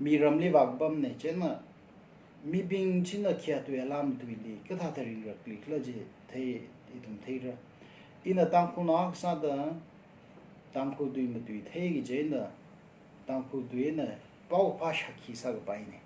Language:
Tangkhul Naga (India)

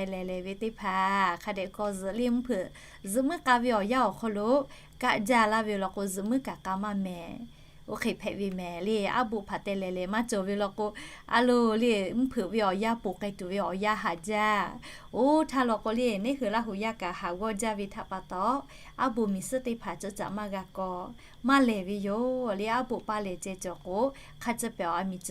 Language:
Lahu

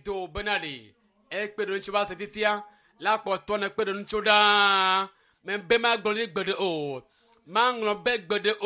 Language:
Ewe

